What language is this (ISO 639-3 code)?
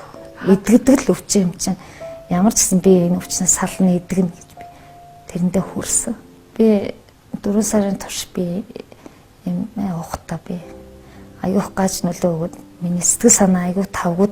mon